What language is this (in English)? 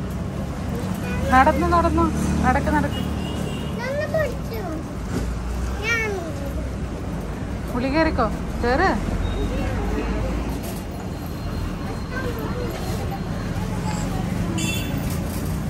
Malayalam